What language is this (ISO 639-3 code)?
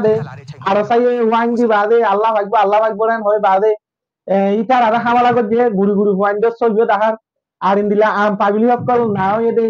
rhg